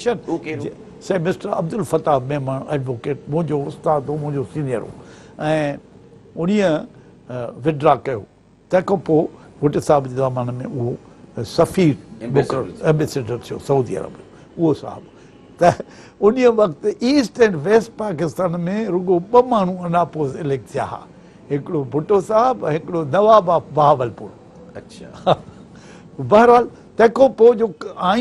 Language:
Sindhi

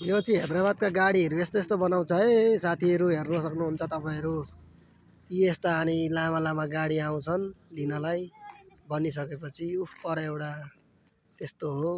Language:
Nepali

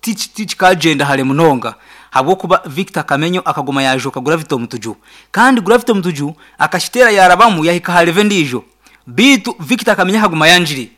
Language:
Nyankole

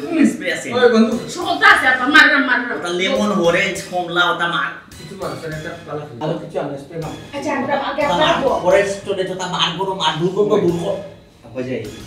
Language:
Sylheti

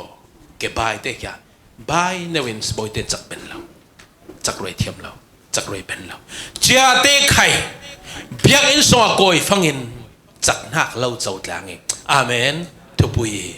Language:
Falam Chin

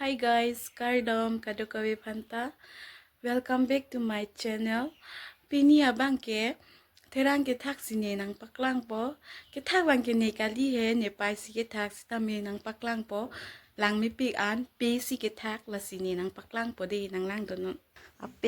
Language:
Karbi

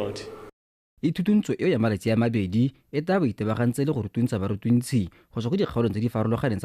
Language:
Tswana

